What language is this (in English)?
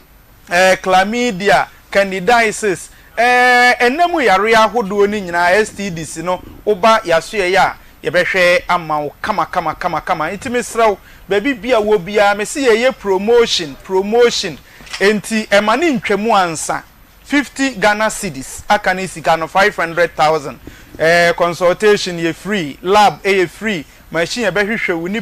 Akan